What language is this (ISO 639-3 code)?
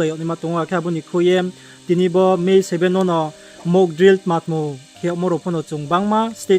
ria